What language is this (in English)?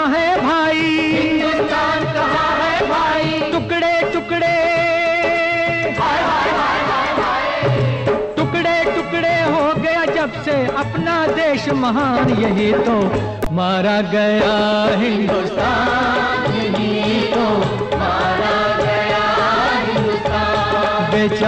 Hindi